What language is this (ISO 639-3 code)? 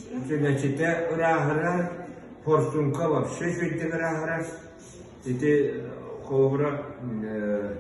sah